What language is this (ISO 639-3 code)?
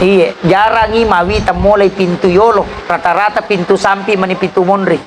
bug